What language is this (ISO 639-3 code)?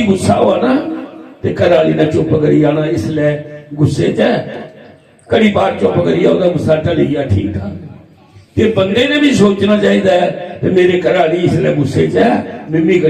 doi